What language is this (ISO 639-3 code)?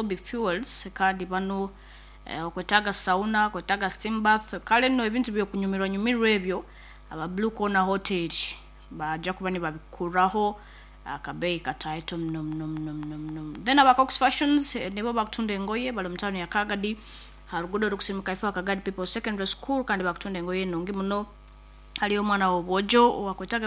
nyn